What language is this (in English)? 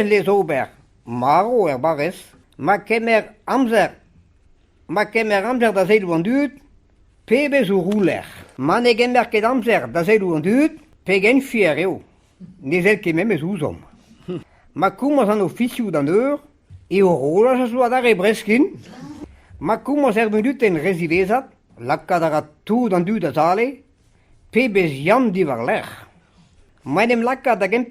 Breton